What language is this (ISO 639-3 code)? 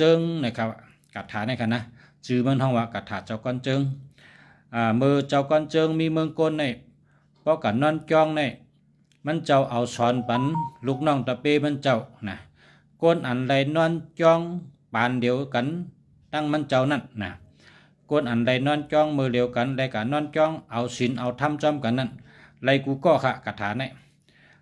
shn